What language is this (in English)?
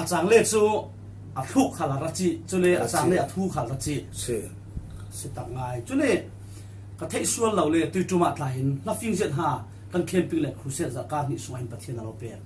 Falam Chin